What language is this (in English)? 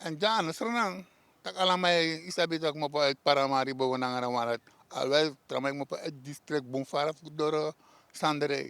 Sranan Tongo